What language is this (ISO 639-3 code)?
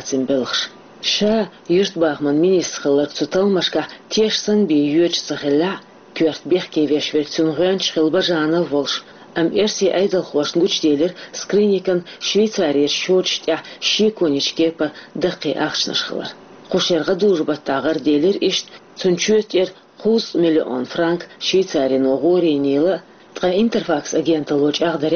che